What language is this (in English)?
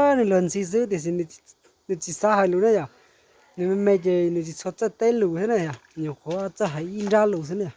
Hmong